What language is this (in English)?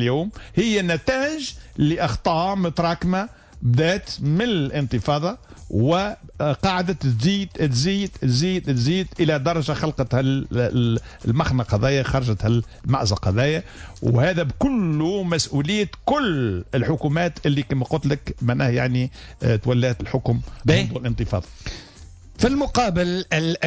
Tunisian Arabic